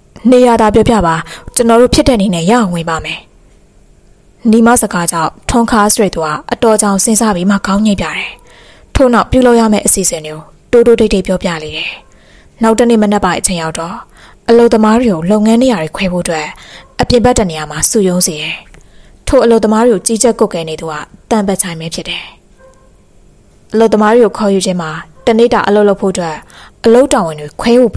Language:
Burmese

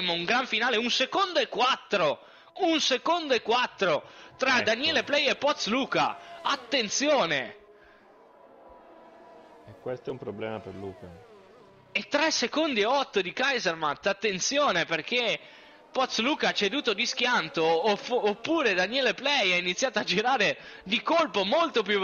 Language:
Italian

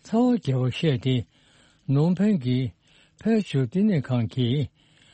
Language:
Tibetan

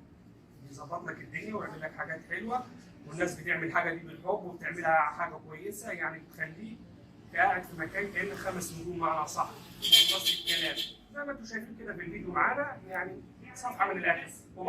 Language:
Egyptian Arabic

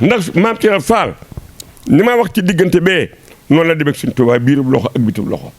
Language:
Wolof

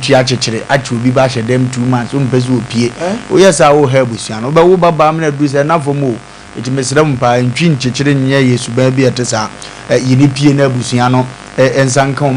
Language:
Akan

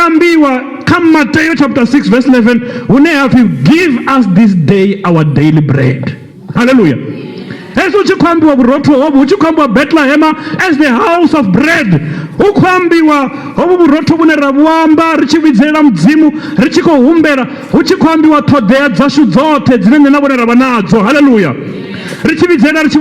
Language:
Venda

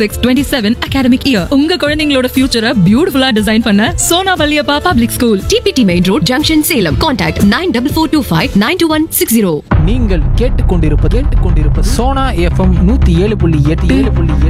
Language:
Tamil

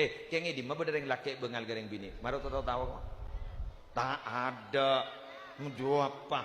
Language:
Madurese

